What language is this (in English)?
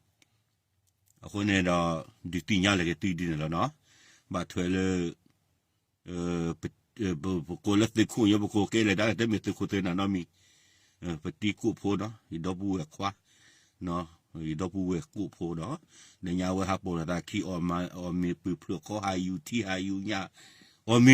S'gaw Karen